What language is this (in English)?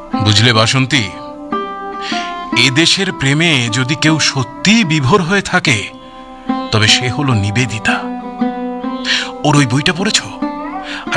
Bangla